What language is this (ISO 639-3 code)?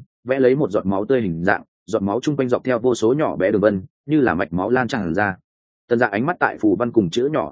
vie